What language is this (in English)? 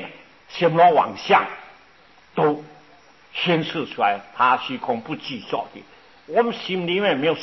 Chinese